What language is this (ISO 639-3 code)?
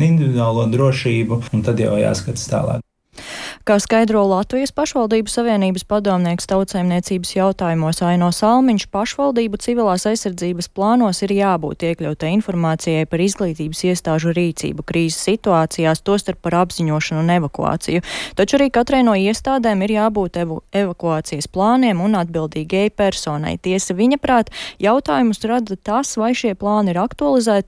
lav